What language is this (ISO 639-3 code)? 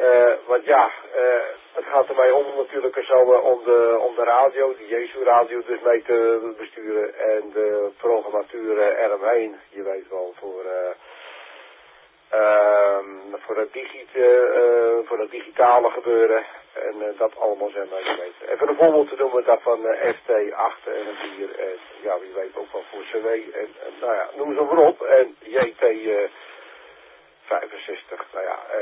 nld